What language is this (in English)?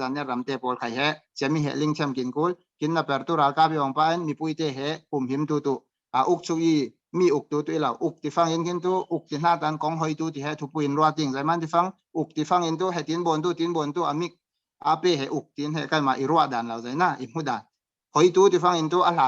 Falam Chin